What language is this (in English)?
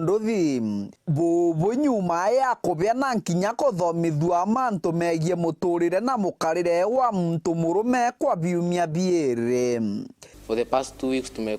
Meru